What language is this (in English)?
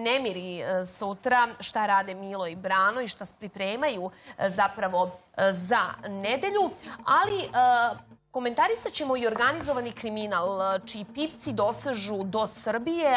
Serbian